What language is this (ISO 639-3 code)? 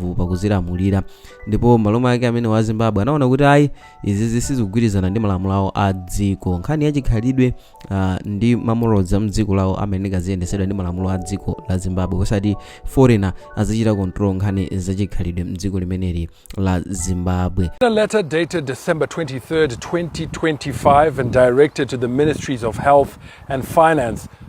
nya